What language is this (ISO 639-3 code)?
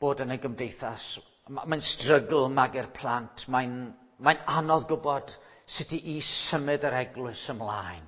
cym